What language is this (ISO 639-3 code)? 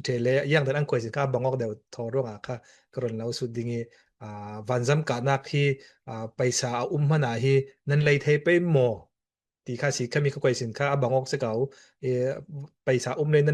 cfm